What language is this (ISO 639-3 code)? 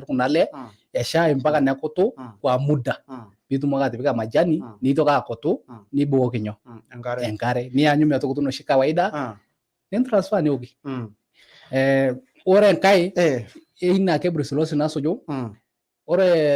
mas